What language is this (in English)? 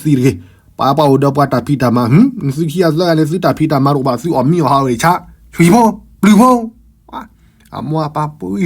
S'gaw Karen